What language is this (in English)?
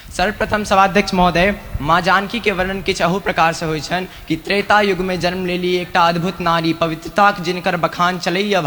Maithili